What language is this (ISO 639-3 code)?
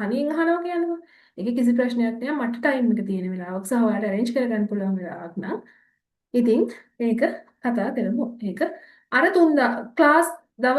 sin